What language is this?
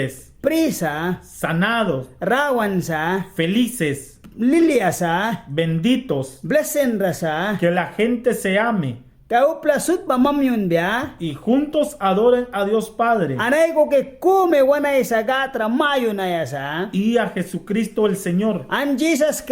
Mískito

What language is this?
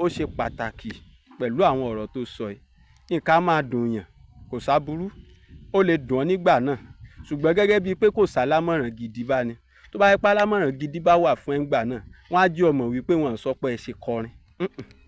Yoruba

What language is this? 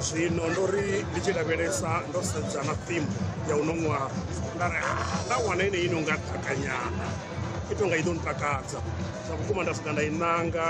Venda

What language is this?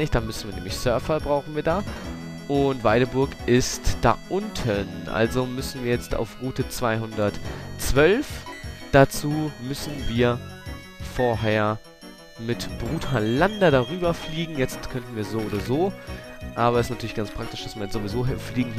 German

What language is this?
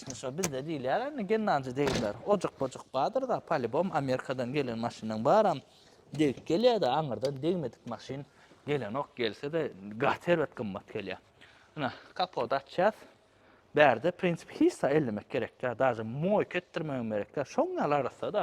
Turkmen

